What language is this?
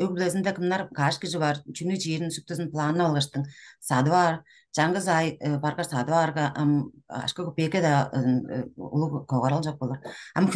Tuvinian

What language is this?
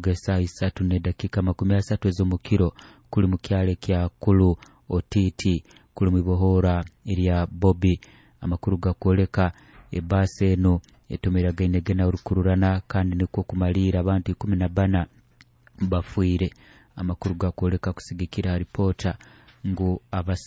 Nyoro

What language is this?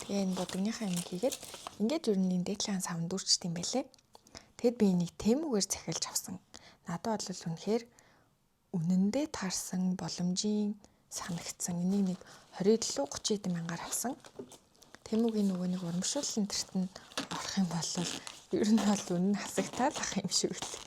Mongolian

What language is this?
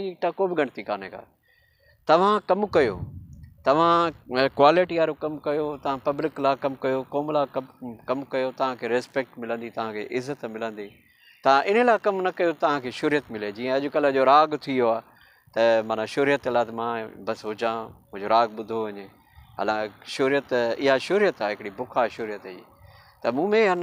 Sindhi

